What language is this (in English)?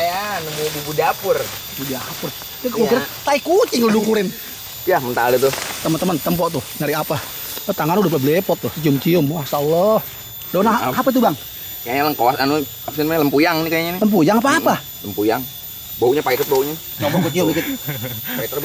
Betawi